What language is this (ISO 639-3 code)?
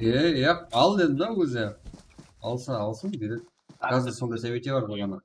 kaa